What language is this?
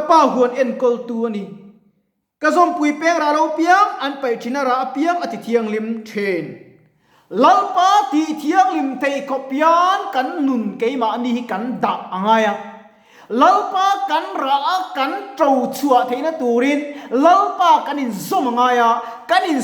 Mizo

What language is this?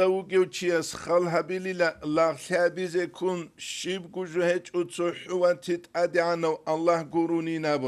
Avaric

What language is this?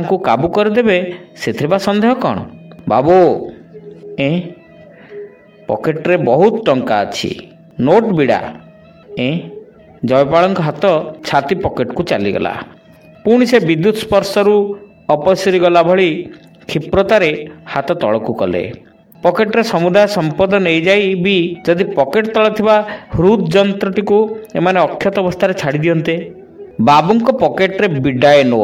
Odia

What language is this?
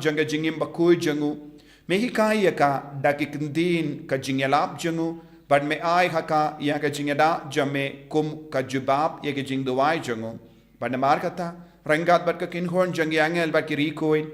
Khasi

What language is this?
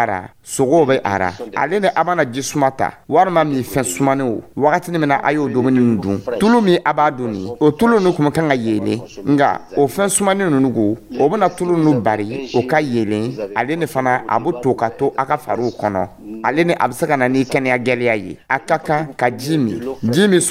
Dyula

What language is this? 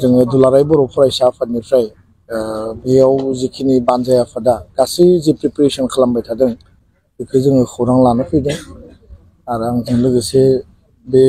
Bodo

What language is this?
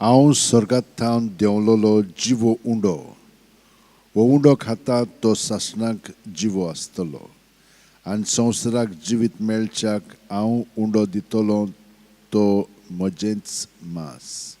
Konkani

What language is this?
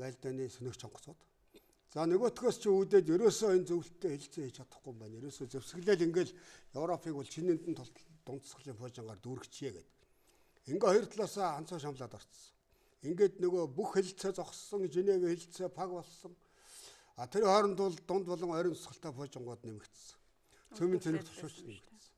Mongolian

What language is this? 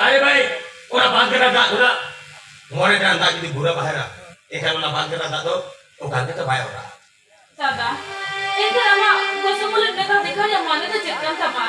Santali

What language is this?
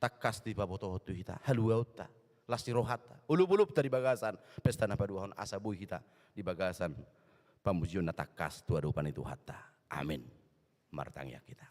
Batak Toba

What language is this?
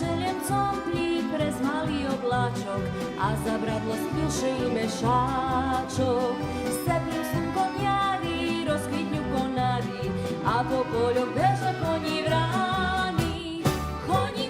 Rusyn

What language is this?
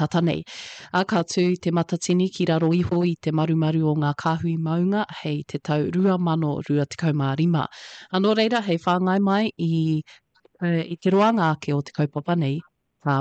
Māori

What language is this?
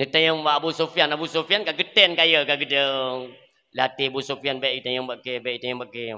Achinese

